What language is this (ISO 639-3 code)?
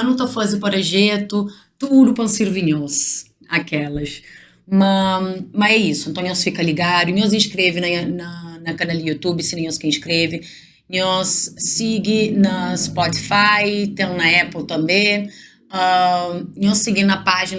kea